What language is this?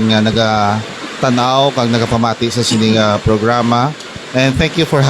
Hiligaynon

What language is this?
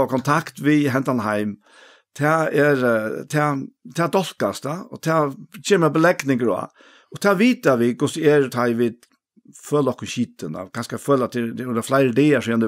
Faroese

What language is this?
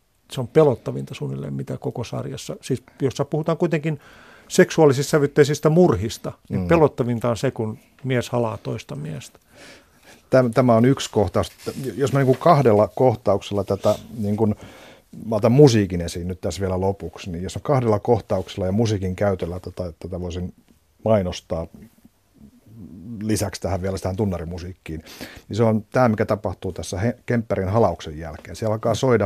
Finnish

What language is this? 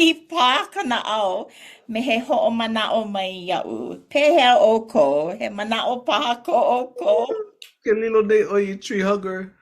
Hawaiian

